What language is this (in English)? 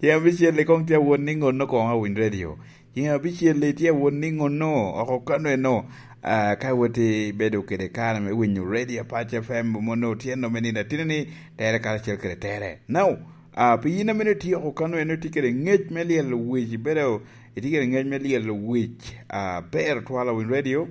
Lango (Uganda)